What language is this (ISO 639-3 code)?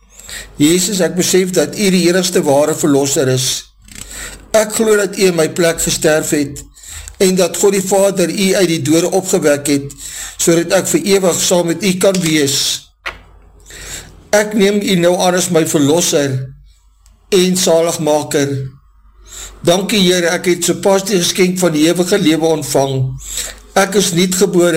afr